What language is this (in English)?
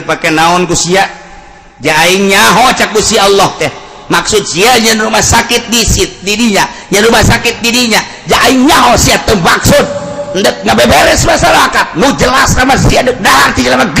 Sundanese